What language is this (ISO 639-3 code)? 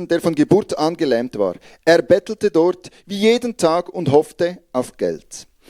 gsw